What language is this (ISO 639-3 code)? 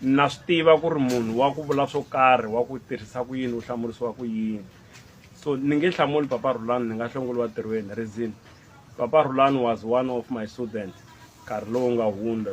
tso